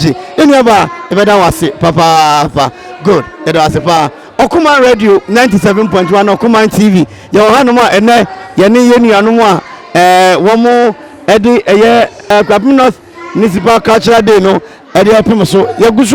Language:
Akan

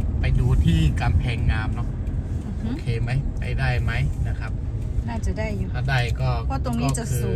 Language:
Lahu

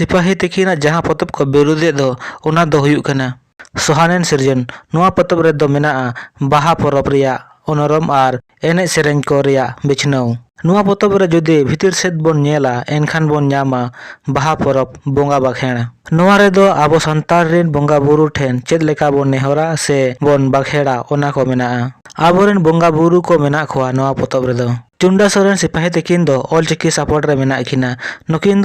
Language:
Santali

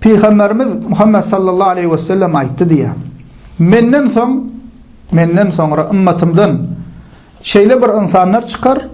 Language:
Turkmen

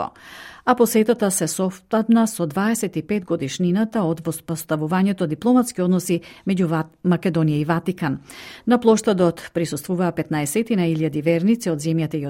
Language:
Macedonian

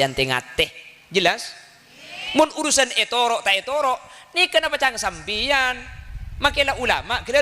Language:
Madurese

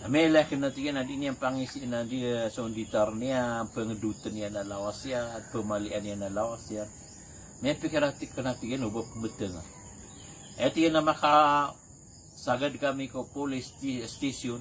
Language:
Maranao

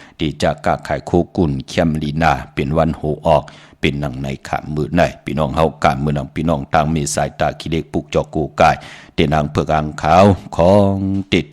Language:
Shan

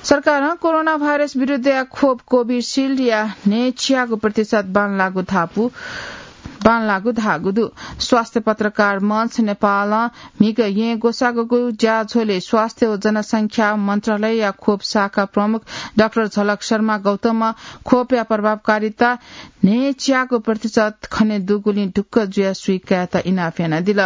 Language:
Newari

